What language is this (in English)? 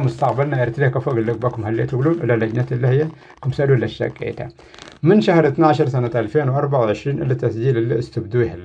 Tigre